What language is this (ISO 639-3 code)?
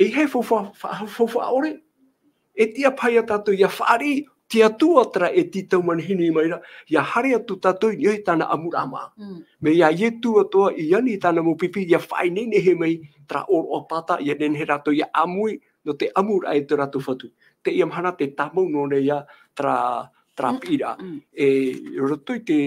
tah